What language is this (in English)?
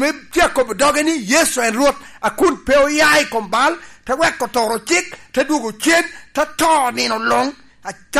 Lango (Uganda)